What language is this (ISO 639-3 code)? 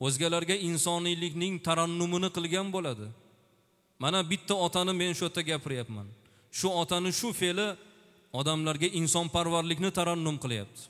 uzb